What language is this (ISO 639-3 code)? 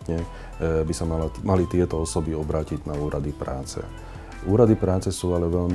slk